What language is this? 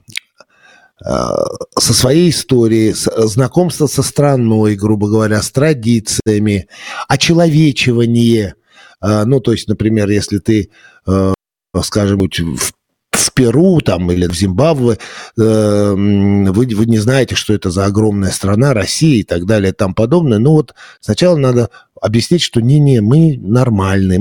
Russian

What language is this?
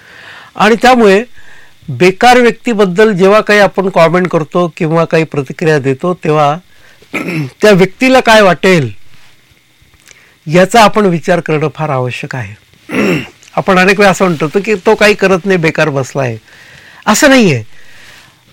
Marathi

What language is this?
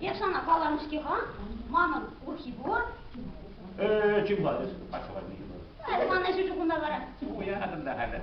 Chuvash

